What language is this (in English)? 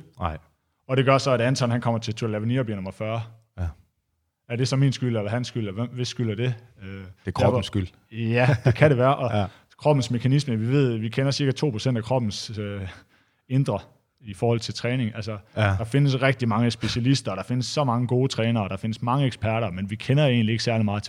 Danish